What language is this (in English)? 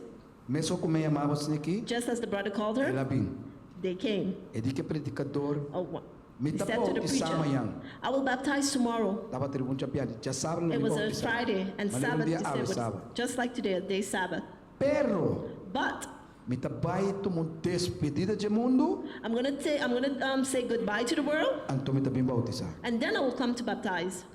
Papiamento